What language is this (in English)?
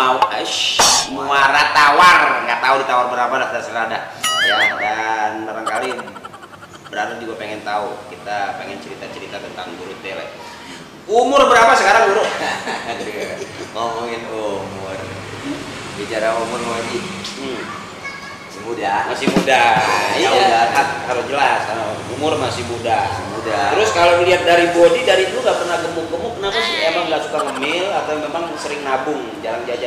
Betawi